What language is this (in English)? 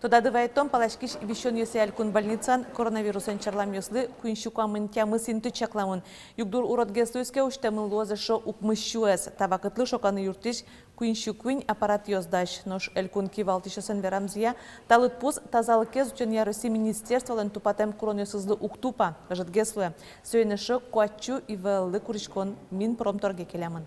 Udmurt